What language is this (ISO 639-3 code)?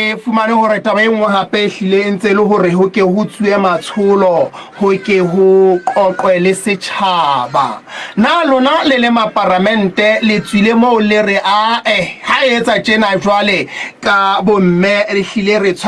sot